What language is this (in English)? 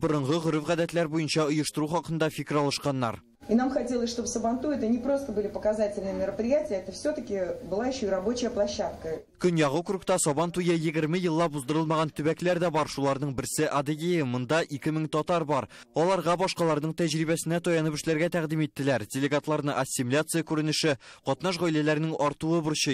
Tatar